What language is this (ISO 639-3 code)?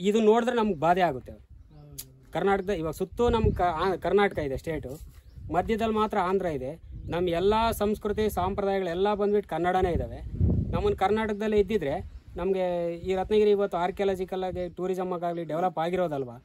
kan